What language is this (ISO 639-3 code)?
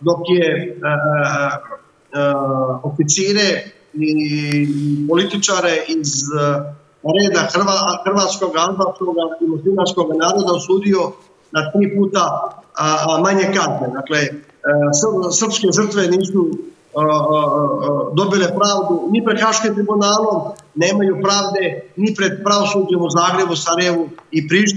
srp